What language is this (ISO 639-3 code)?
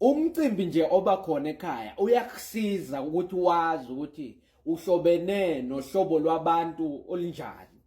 zul